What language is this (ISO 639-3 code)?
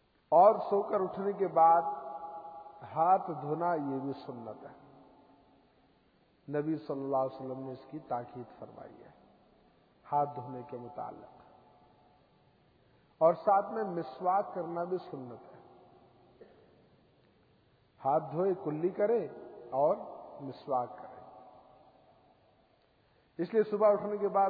urd